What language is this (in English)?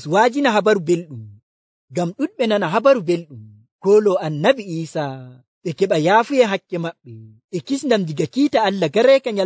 Nigerian Fulfulde